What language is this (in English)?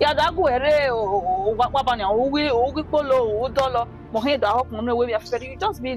Bini